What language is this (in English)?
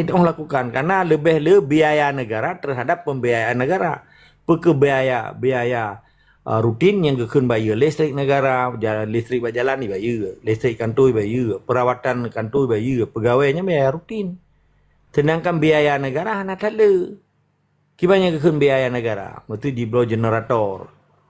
Achinese